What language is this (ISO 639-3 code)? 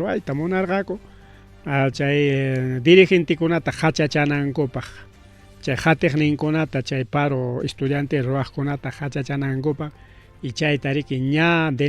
quy